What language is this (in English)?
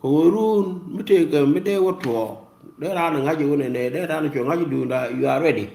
Nuer